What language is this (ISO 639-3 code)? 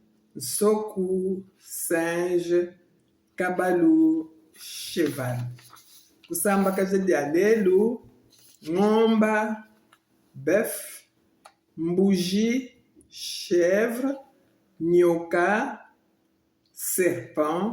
lua